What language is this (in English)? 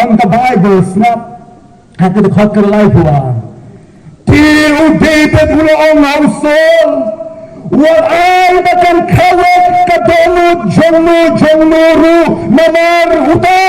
Khasi